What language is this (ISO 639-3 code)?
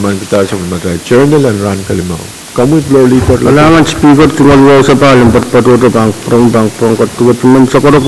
pon